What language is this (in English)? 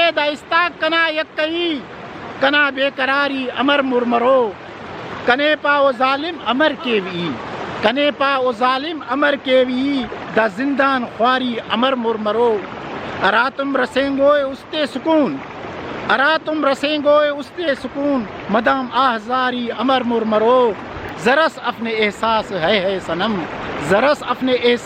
Brahui